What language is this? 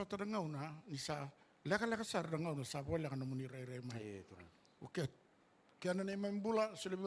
Fijian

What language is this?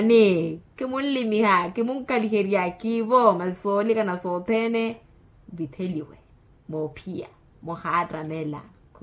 Makhuwa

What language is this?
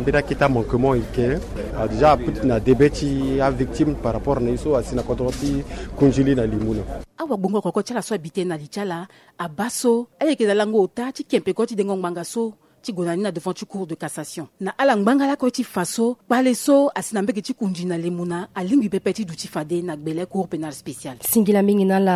Sango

